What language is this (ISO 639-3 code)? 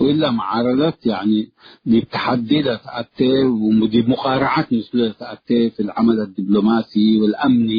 tig